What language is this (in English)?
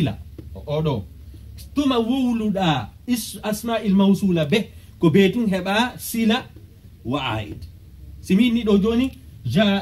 Pular